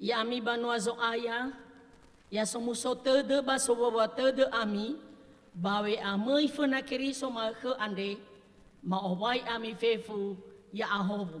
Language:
Nias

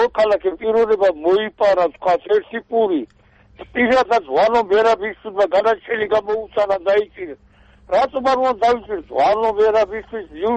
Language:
Georgian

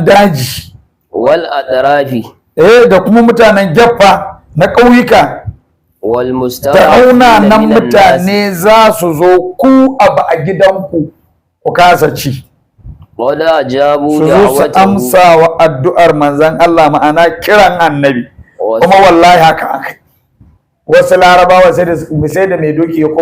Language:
Hausa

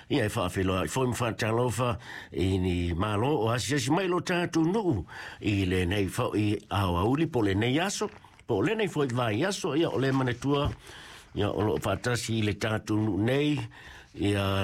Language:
Samoan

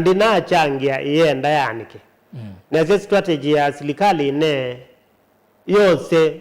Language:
Kamba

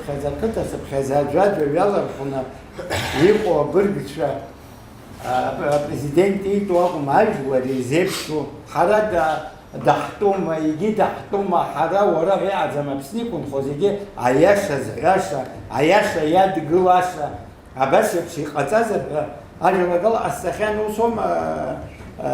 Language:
Abkhazian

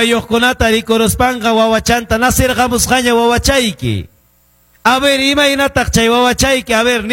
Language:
Quechua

